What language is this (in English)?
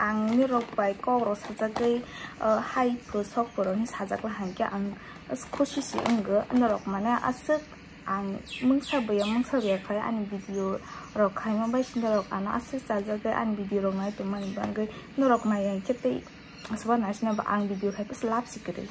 Kok Borok